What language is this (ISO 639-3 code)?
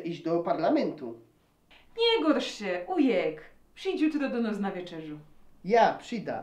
szl